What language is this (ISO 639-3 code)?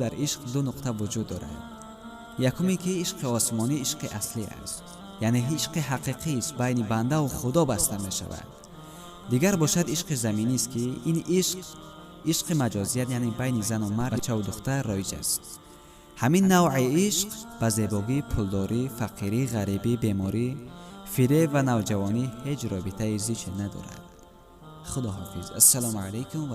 tgk